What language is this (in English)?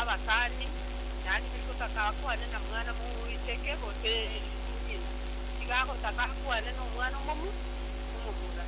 Gusii